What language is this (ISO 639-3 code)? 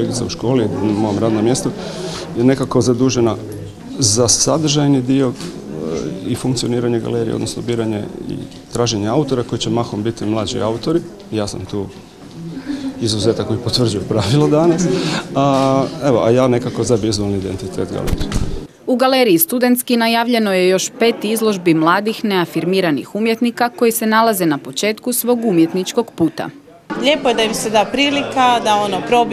hrv